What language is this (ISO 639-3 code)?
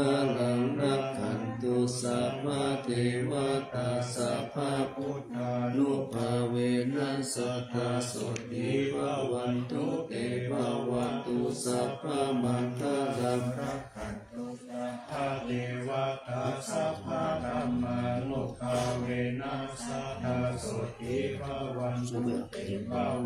pli